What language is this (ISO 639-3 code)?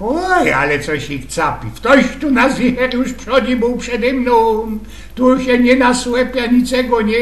szl